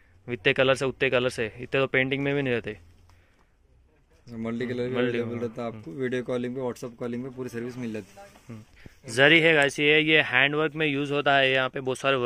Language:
Hindi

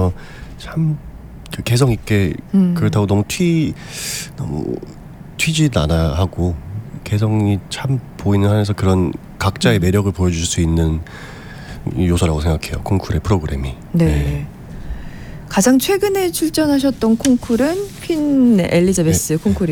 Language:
Korean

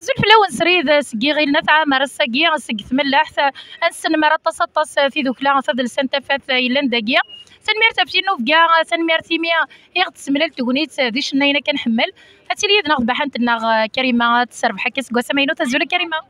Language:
Kabyle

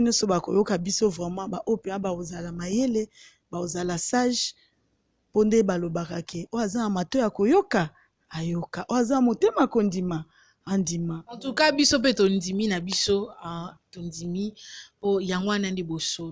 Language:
Lingala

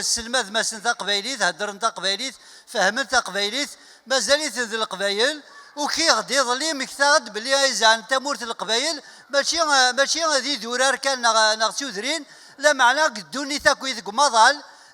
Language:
Kabyle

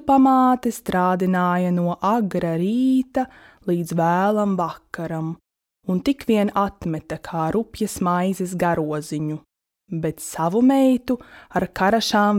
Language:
Latvian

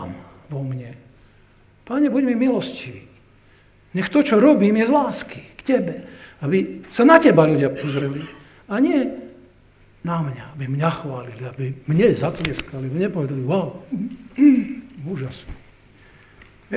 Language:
Slovak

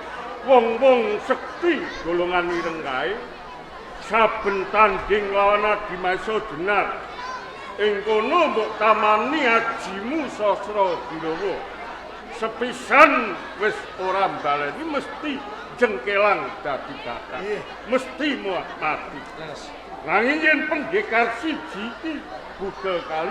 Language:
Javanese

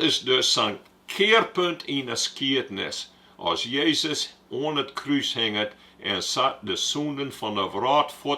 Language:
Western Frisian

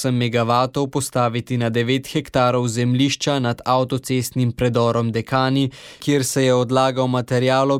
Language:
Slovenian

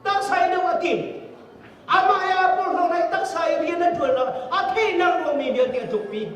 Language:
Hakha Chin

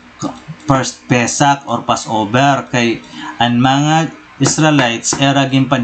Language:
Waray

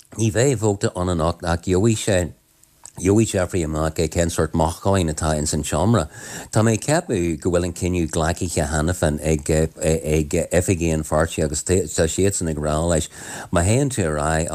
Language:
Irish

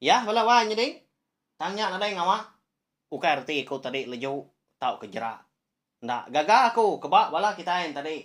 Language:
Iban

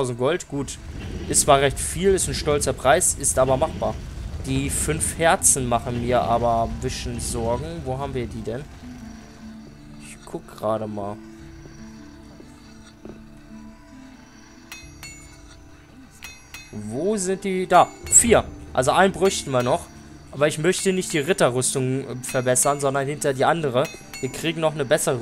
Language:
German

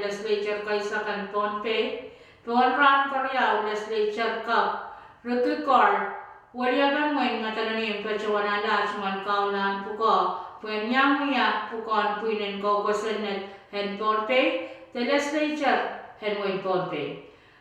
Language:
Pohnpeian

